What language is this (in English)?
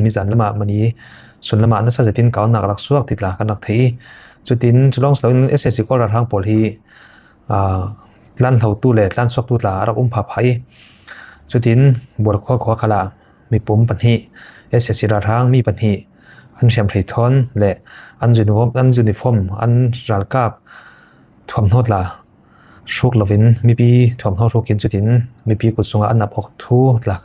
Falam Chin